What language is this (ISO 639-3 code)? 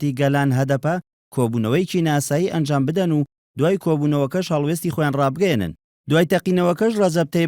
ckb